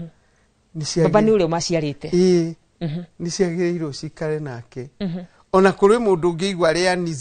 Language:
Kikuyu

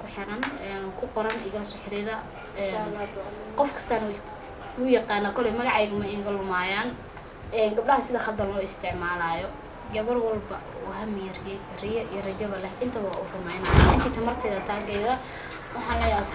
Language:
Somali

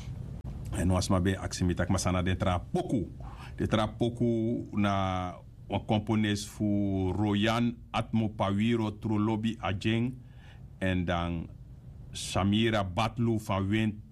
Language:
Sranan Tongo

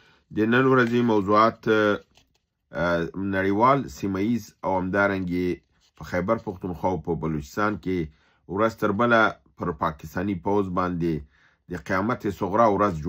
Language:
Pashto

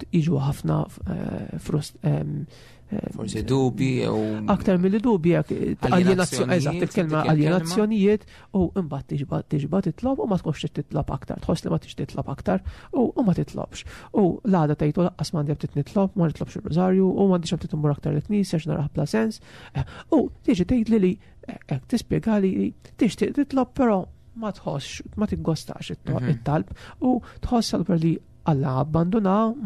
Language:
Maltese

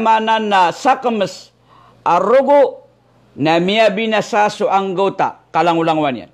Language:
Maranao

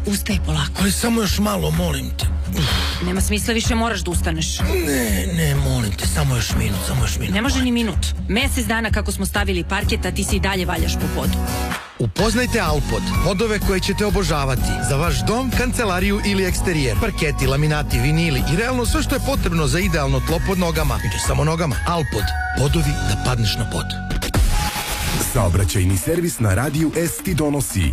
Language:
Serbian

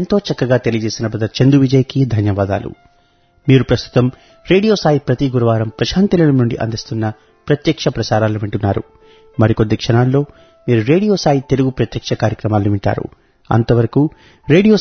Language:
Telugu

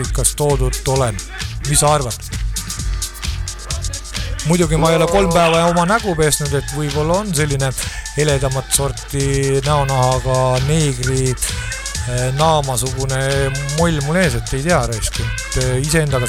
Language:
Estonian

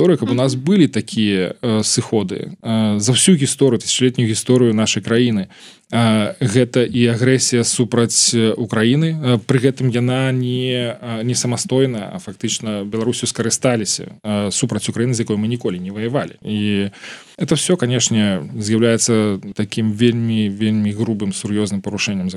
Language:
Belarusian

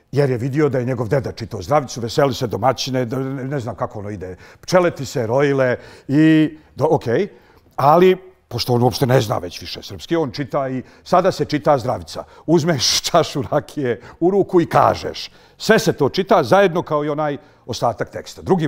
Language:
Bosnian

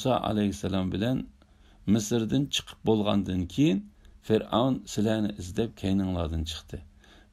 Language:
Uyghur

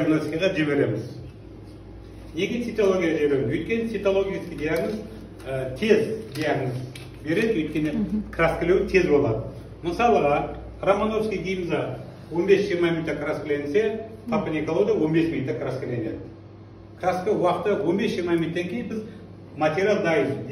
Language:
Kazakh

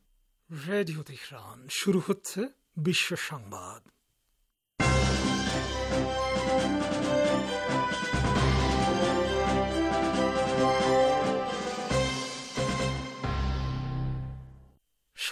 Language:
Bangla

